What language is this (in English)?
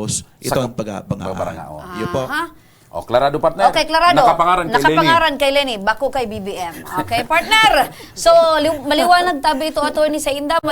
Bikol